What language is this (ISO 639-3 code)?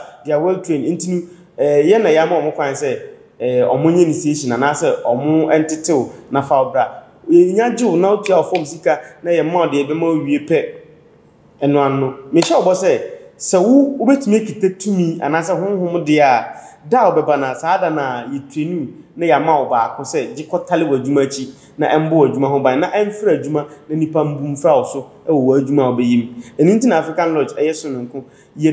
aka